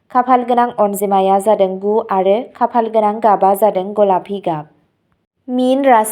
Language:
Bodo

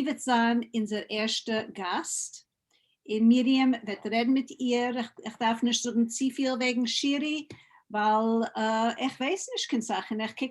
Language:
Yiddish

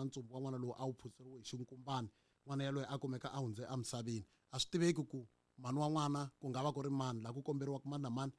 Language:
Tsonga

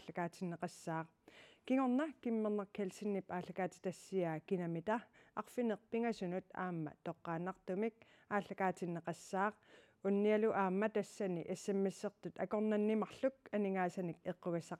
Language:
Kalaallisut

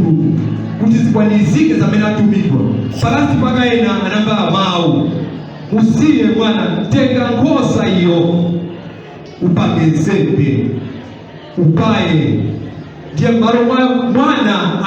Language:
Nyanja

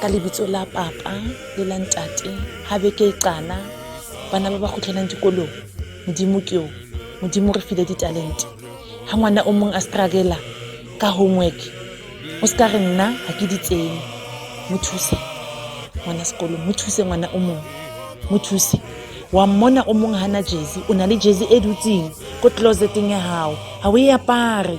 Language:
Southern Sotho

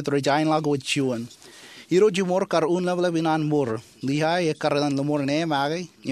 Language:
Marshallese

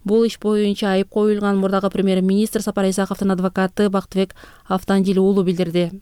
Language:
Kyrgyz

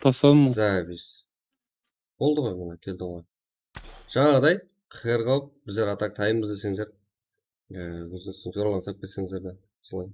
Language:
Kara-Kalpak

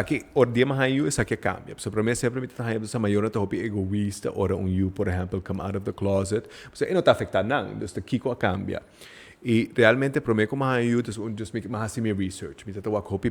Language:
Papiamento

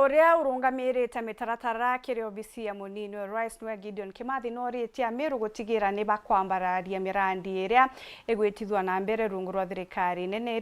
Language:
Meru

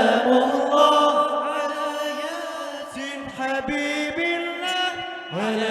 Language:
Banjar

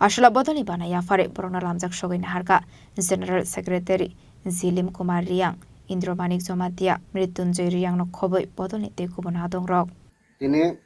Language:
Kok Borok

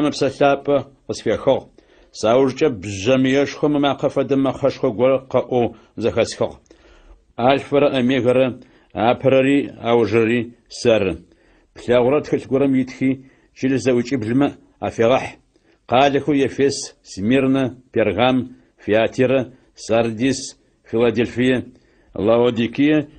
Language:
Adyghe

